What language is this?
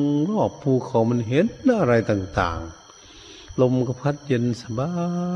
Thai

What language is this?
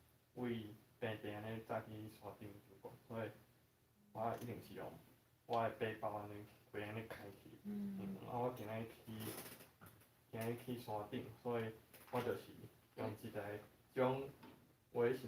Min Nan Chinese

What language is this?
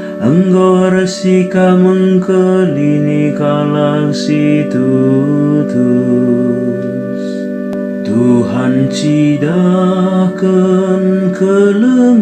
Batak Karo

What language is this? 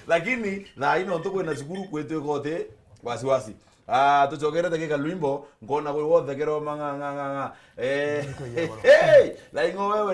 Meru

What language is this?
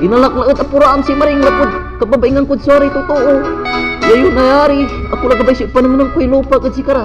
Pangasinan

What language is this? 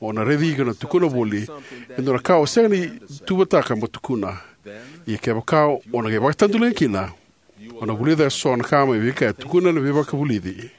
Fijian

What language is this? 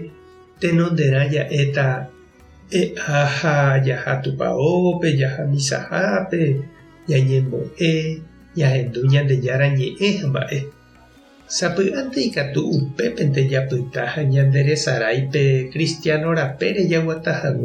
Guarani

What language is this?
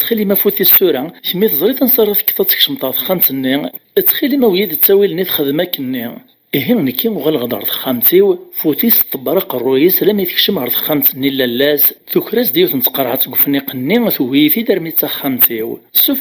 Kabyle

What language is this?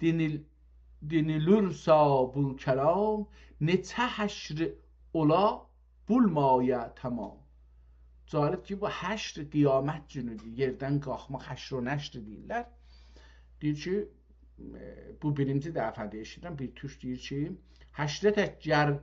South Azerbaijani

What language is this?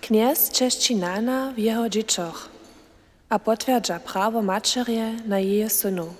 Upper Sorbian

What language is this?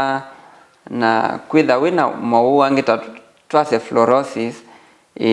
Kamba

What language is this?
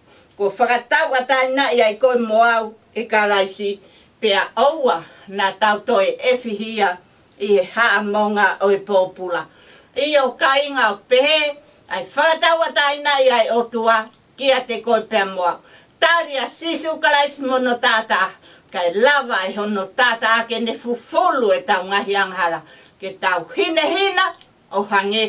Tongan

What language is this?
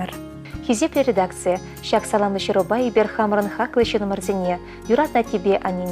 Chuvash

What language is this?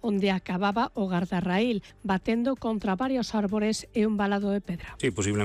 Galician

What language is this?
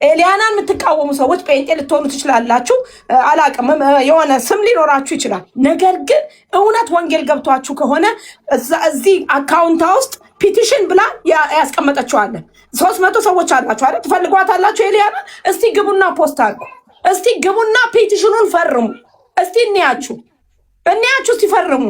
Amharic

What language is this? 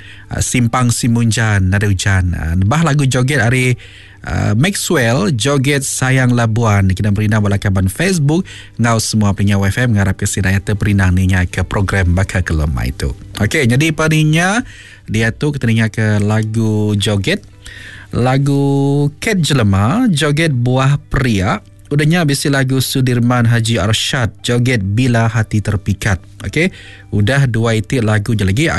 Iban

